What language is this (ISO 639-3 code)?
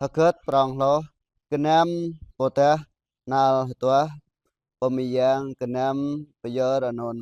jra